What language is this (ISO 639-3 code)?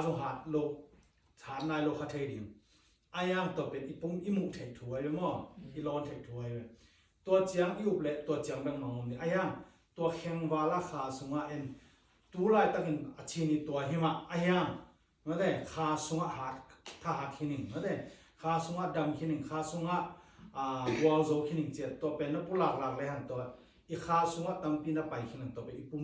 ctd